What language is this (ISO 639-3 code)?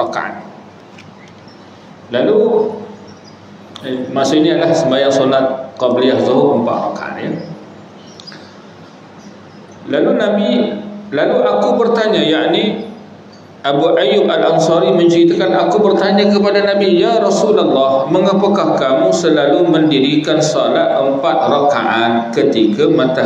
msa